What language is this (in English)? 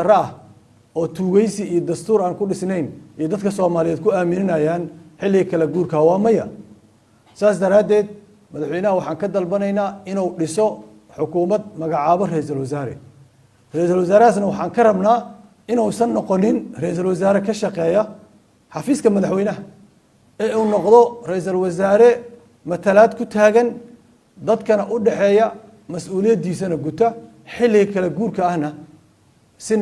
Somali